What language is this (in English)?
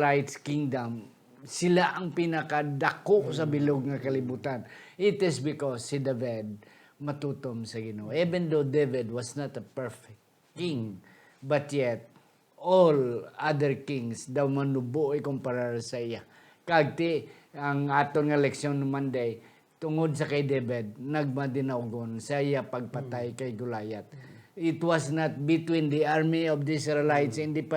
Hiligaynon